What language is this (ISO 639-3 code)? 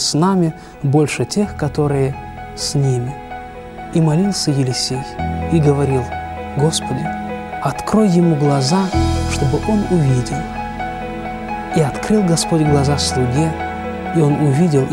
rus